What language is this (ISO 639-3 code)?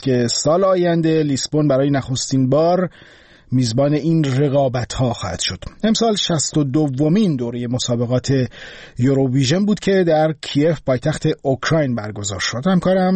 fas